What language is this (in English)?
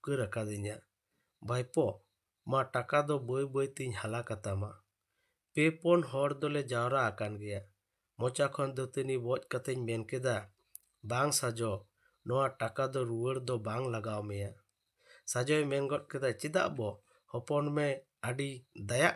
Santali